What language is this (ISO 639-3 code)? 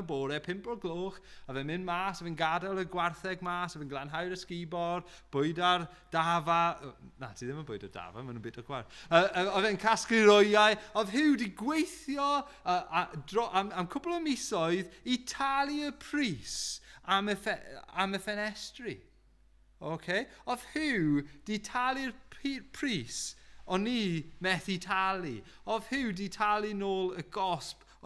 cym